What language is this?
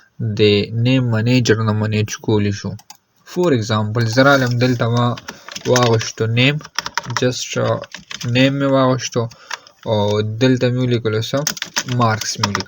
Pashto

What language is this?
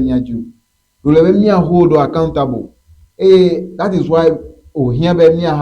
Ewe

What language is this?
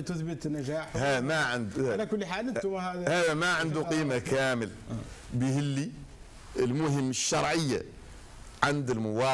Arabic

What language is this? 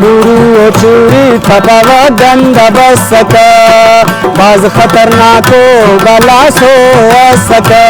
Brahui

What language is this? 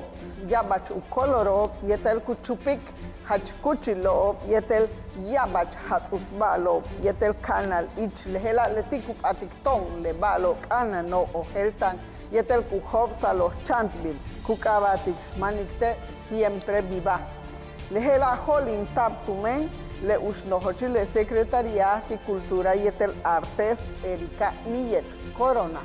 Yucateco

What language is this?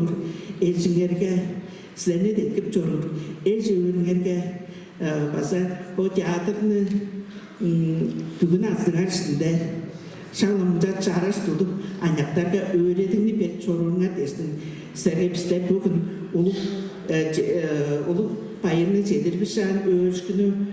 Tuvinian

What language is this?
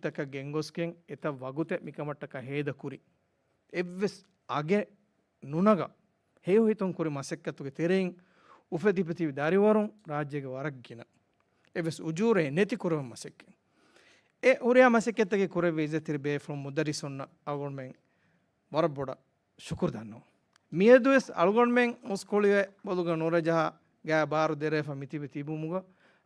Divehi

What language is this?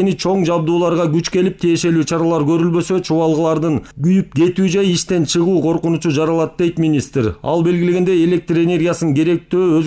Kyrgyz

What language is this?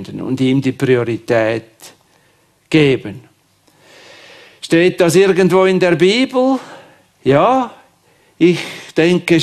German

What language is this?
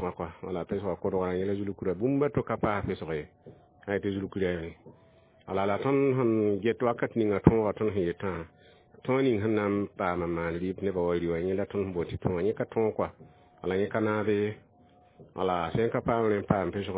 Mossi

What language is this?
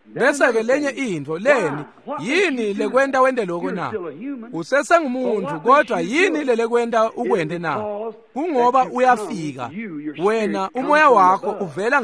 Swati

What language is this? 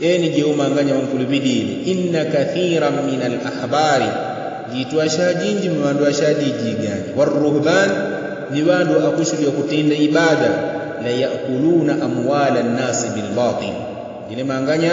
Yao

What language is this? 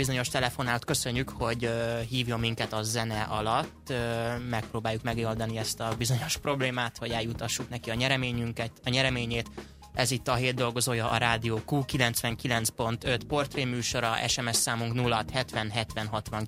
Hungarian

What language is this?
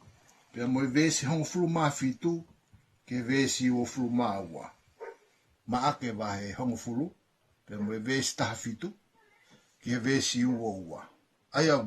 Tongan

